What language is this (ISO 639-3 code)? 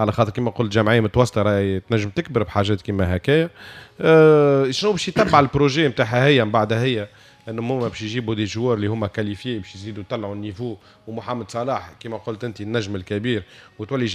aeb